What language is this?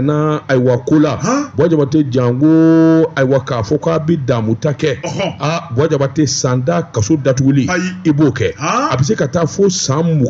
Bambara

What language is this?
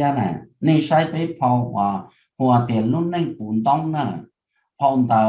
Hmong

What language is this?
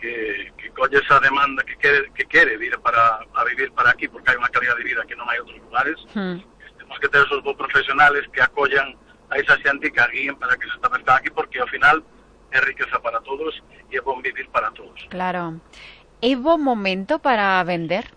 Galician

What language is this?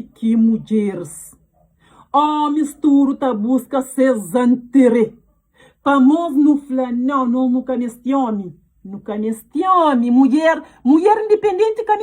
Kabuverdianu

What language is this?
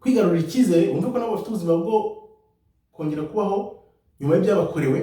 Kinyarwanda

